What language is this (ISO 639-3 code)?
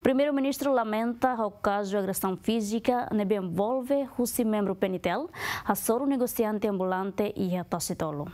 tet